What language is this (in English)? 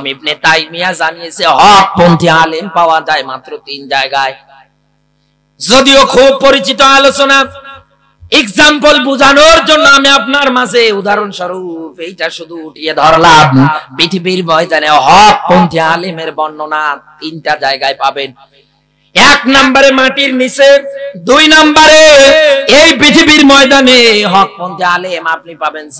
Bangla